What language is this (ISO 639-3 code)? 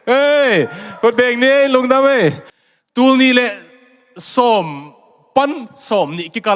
ctd